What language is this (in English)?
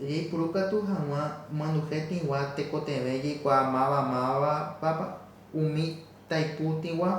Guarani